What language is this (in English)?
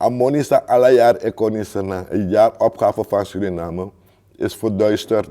Sranan Tongo